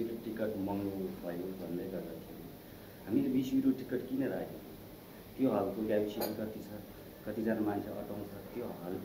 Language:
Nepali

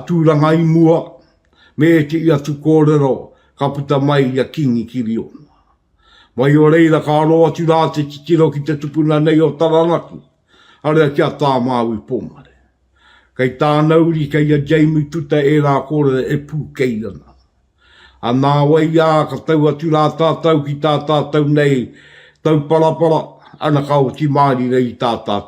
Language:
Māori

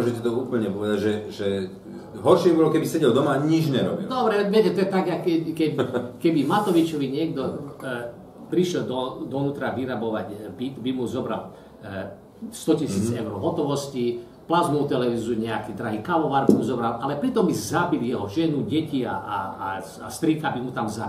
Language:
Slovak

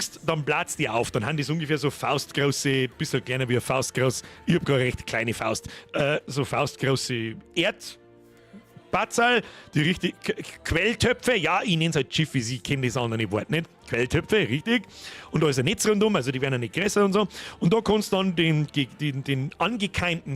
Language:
Bavarian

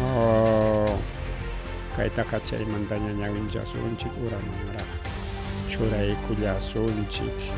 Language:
Ayacucho Quechua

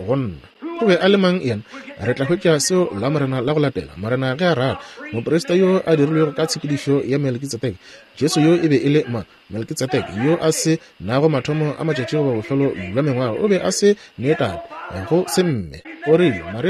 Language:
Northern Sotho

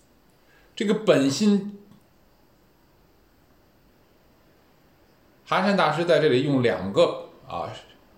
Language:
Chinese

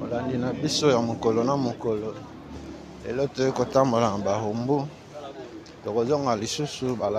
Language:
Lingala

